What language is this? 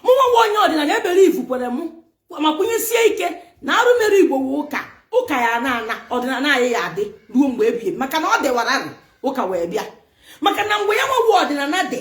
Igbo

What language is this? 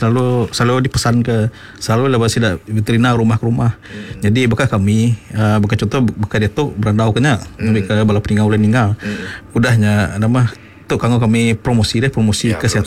Iban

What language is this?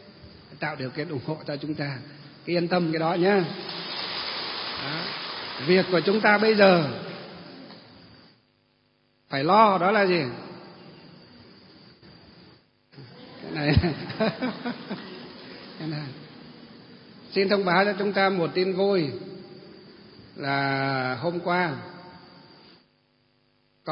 Vietnamese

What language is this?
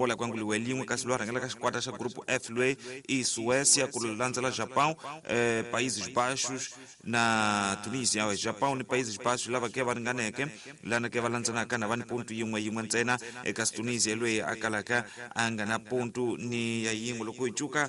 Tsonga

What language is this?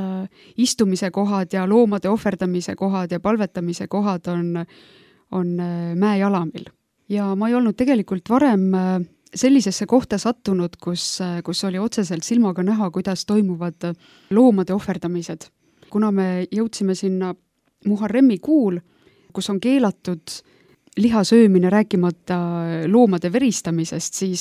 Estonian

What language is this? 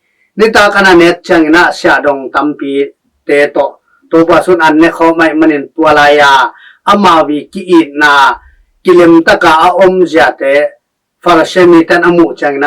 Tedim Chin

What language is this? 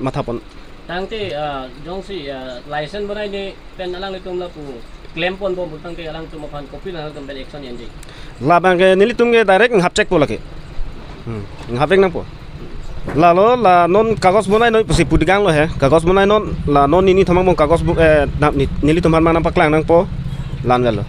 Karbi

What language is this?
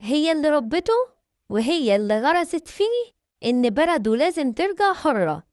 Egyptian Arabic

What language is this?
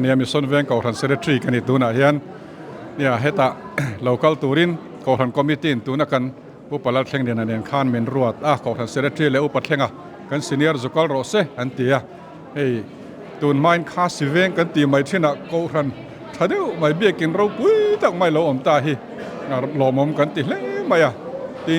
Mizo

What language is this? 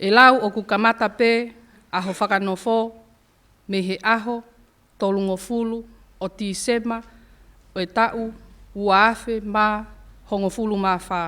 Tongan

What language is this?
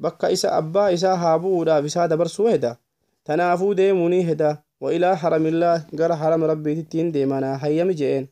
Oromo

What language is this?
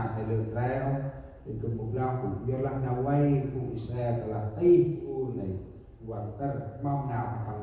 Central Mnong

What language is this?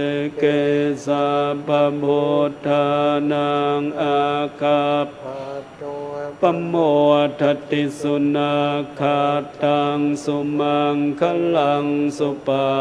Pali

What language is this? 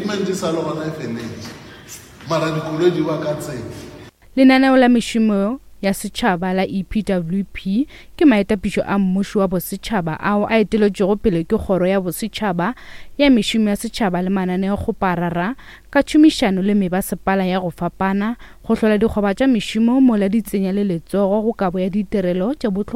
Northern Sotho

